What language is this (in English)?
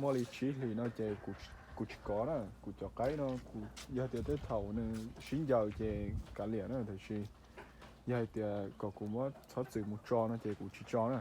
Hmong